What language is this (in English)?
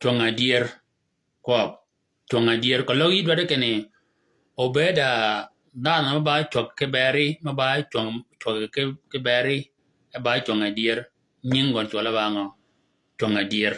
Shilluk